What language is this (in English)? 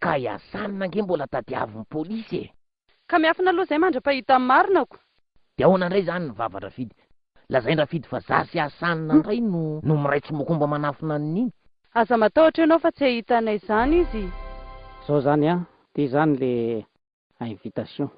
Malagasy